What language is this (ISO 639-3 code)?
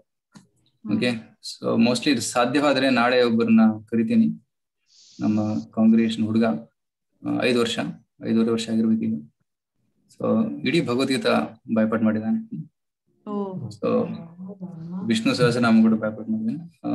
kan